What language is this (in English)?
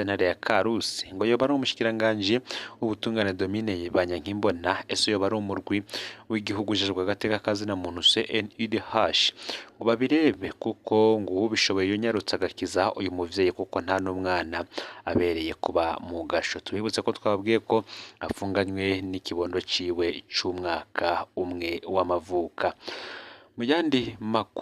Rundi